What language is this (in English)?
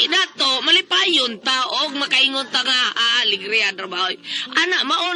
Cebuano